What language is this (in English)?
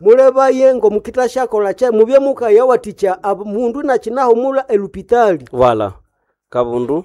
Nande